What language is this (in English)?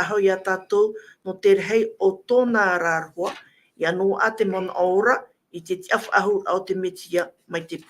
Tahitian